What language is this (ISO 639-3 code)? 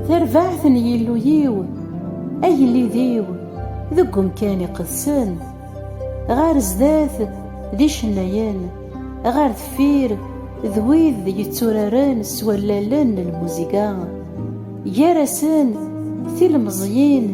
kab